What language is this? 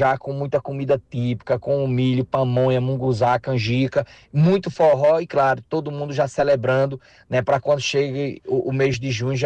Portuguese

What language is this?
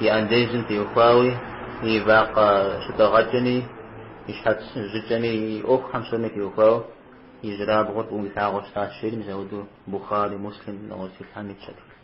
Kabardian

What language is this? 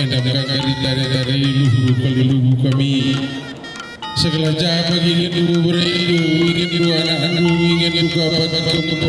Batak Karo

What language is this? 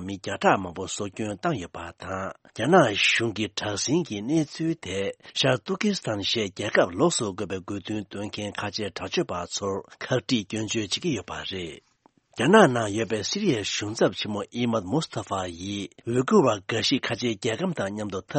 Tibetan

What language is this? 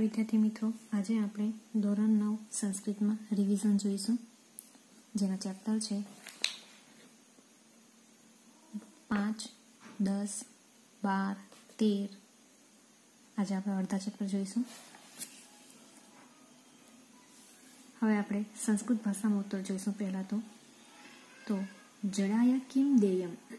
Gujarati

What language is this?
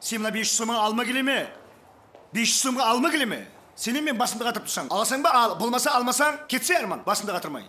Kara-Kalpak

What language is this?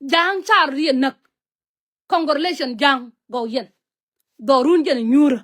Nuer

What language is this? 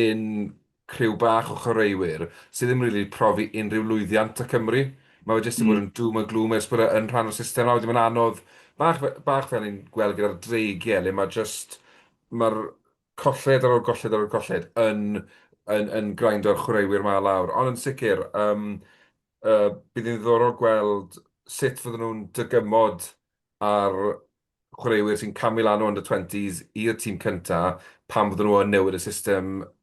Welsh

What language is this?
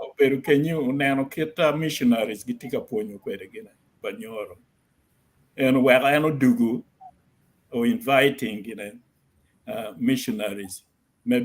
Acoli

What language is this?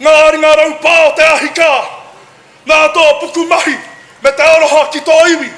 Māori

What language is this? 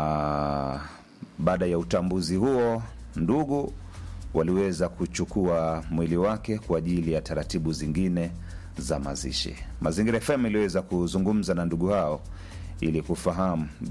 Swahili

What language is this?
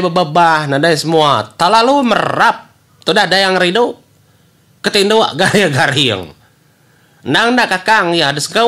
Iban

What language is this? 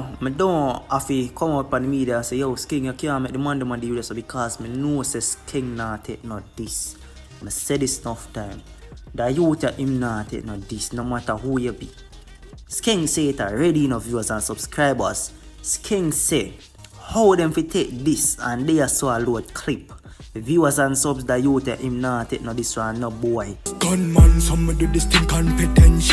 Jamaican Creole English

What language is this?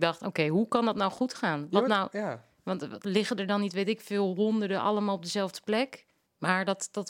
Dutch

